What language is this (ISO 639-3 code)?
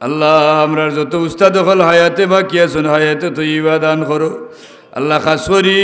syl